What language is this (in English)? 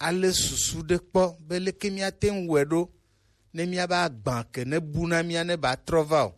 Gen